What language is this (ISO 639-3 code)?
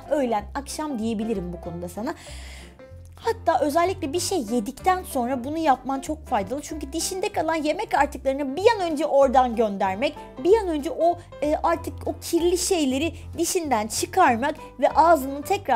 tur